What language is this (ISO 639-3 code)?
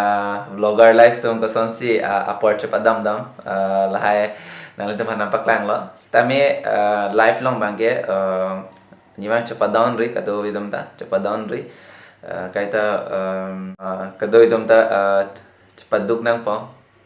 mjw